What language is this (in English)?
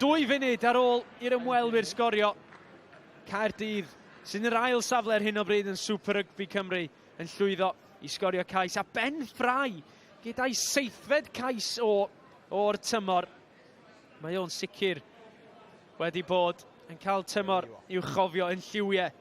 Welsh